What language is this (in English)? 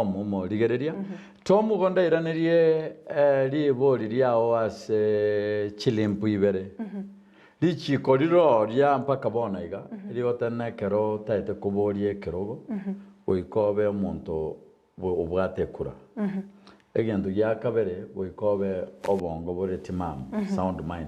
Gusii